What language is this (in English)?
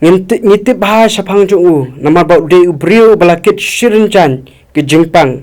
Khasi